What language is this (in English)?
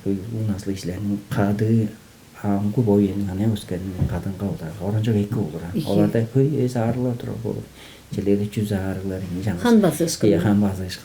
Tuvinian